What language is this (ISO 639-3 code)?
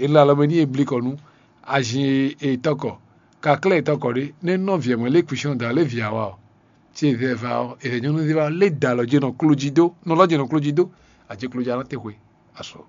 fon